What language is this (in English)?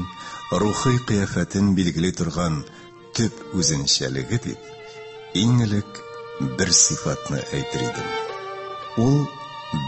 Tatar